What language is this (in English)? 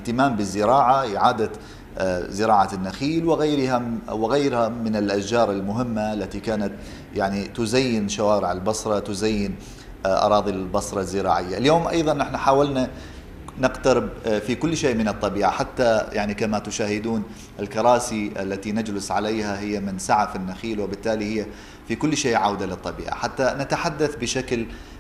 Mesopotamian Arabic